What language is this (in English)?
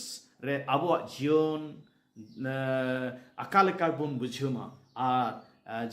Santali